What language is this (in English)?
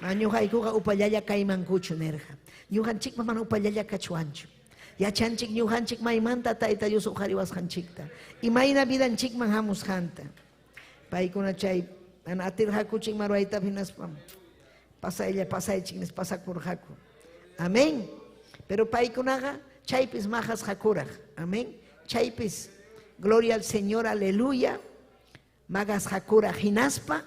Ayacucho Quechua